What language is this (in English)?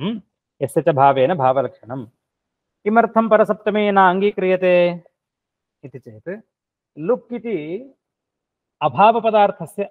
Sanskrit